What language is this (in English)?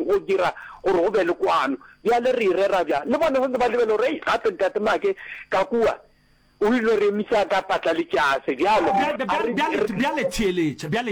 Northern Sotho